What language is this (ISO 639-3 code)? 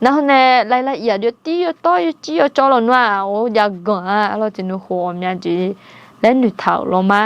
ahk